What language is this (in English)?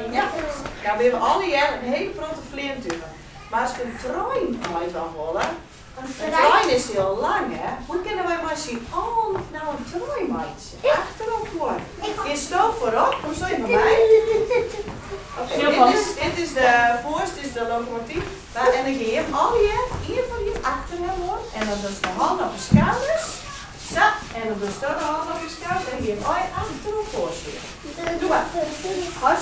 Western Frisian